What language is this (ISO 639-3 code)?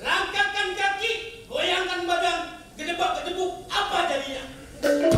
bew